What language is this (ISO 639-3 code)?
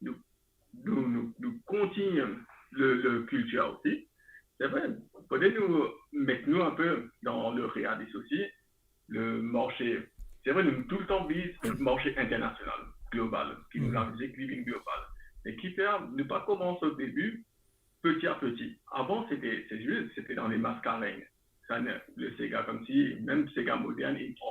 mfe